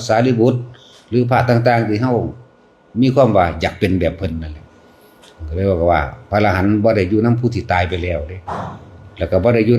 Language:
Northeastern Thai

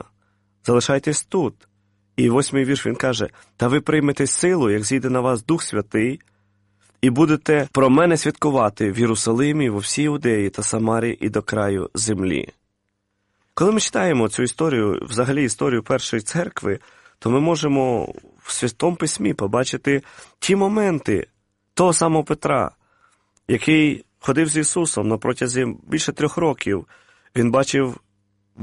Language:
Ukrainian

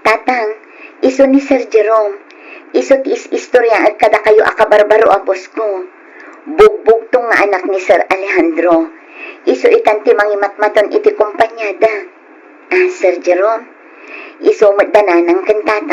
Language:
Iloko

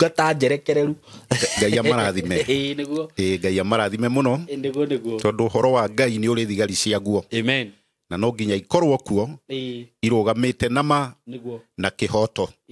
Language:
Kikuyu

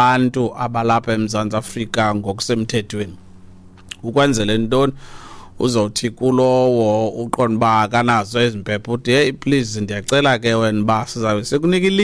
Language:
Xhosa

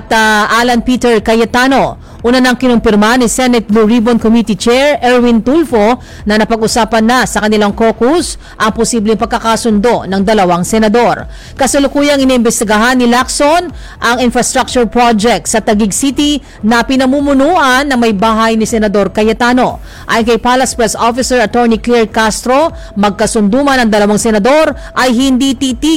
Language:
Filipino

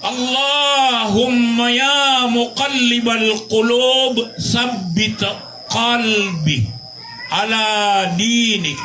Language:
Maranao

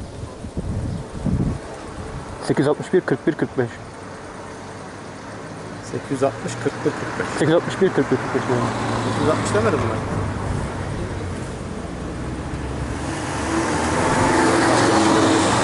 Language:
Turkish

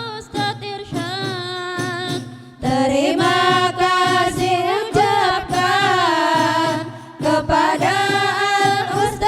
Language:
Banjar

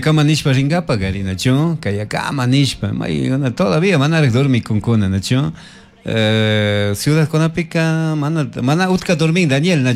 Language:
Chimborazo Highland Quichua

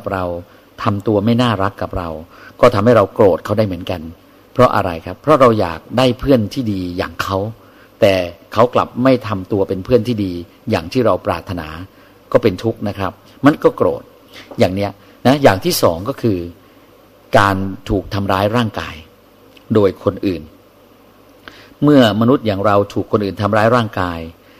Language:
Thai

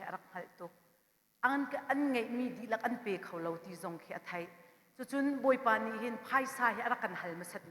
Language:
Hakha Chin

